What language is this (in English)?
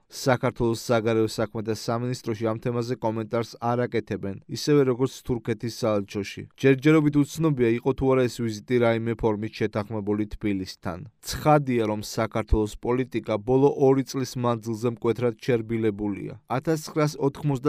Georgian